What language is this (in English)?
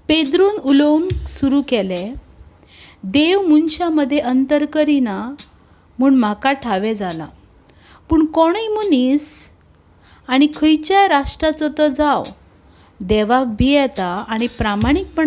Konkani